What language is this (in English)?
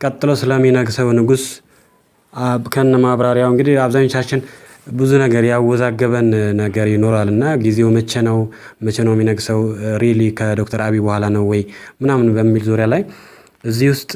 Amharic